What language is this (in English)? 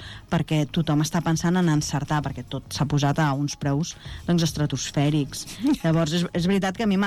Catalan